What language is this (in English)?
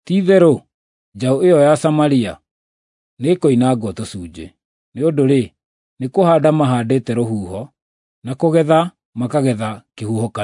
Kikuyu